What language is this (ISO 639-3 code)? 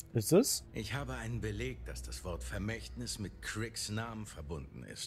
deu